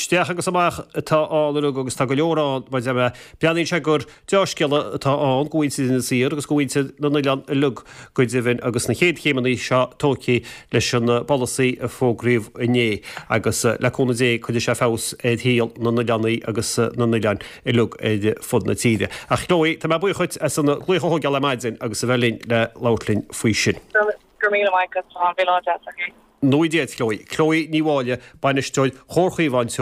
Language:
Irish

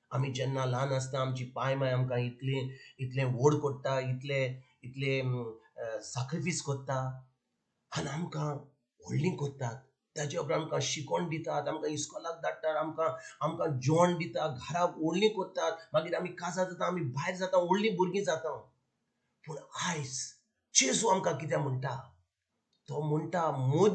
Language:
Konkani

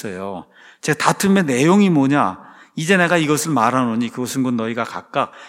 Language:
Korean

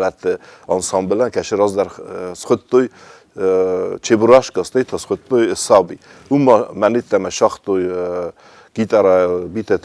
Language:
Ossetic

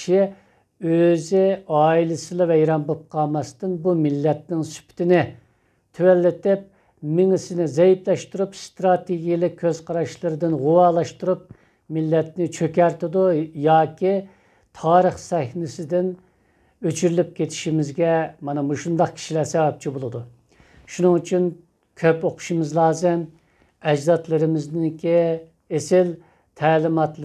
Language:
Uyghur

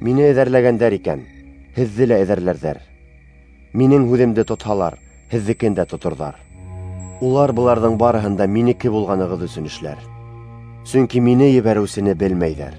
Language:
Bashkir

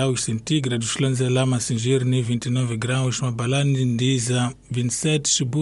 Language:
Tsonga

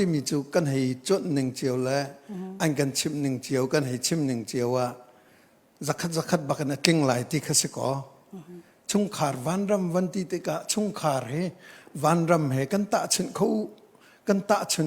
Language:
Hakha Chin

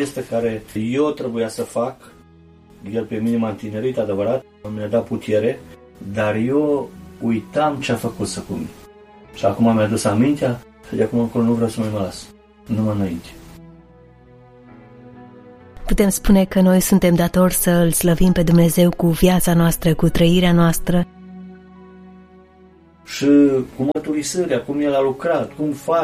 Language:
Romanian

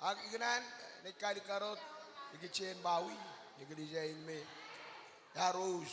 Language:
Marshallese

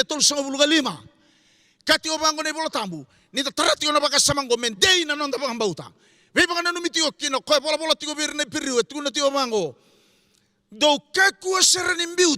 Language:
Fijian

